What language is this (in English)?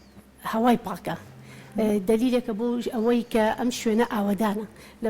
Central Kurdish